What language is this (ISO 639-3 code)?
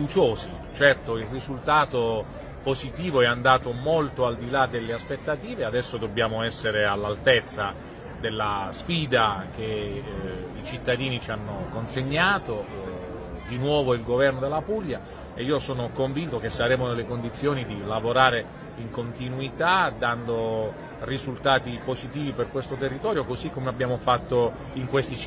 ita